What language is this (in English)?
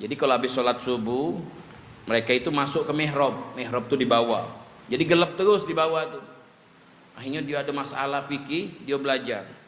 Musi